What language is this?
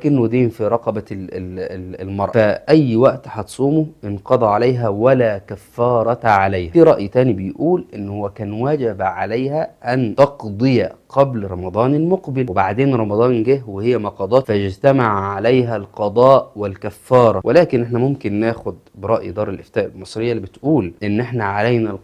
Egyptian Arabic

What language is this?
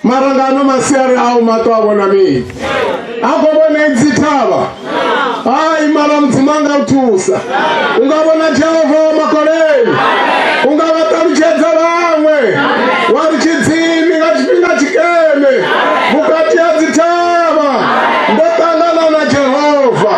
Venda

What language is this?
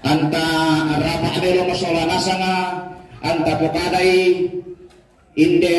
Toraja-Sa'dan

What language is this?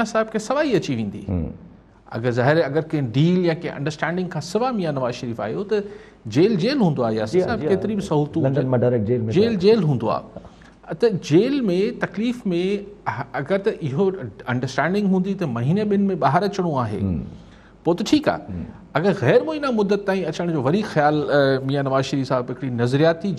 Sindhi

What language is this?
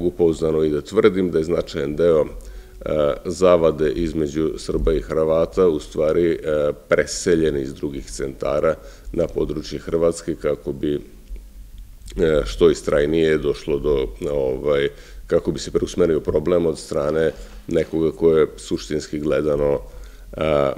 Serbian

